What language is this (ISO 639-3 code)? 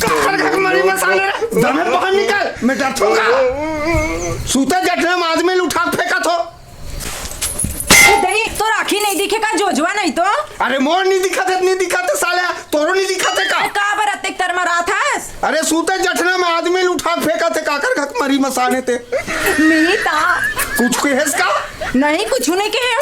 hne